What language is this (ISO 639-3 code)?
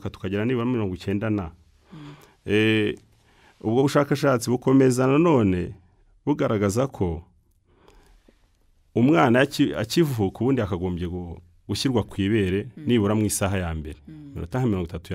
kin